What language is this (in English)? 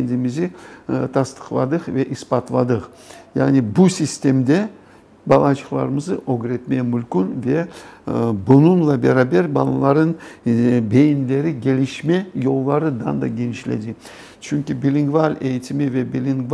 Crimean Tatar